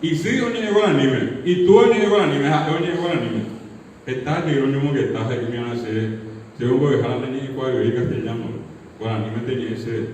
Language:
Guarani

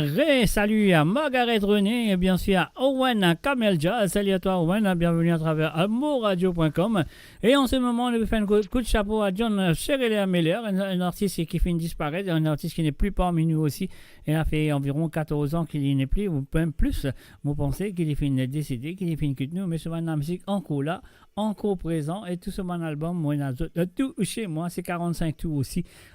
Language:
Morisyen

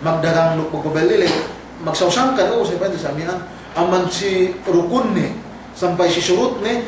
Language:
Yakan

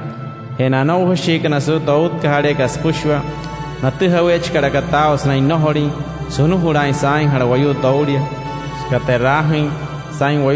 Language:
Wayuu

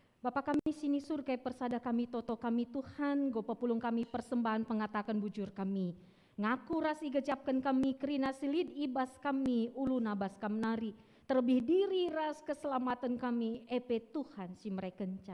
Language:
Batak Karo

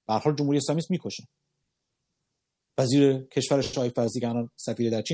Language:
Persian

